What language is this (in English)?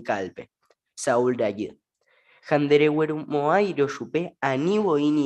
Guarani